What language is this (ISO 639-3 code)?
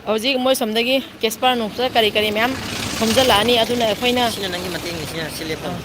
mni